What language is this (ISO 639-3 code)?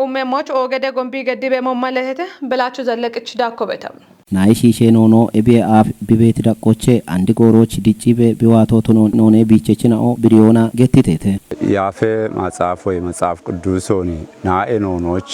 kbr